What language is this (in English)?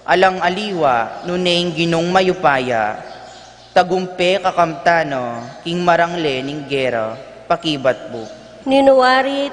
Pampanga